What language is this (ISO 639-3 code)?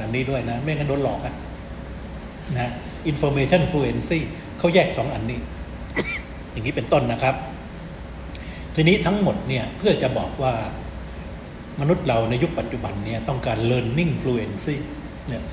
tha